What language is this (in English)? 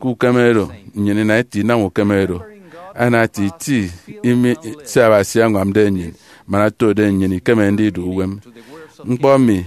Efik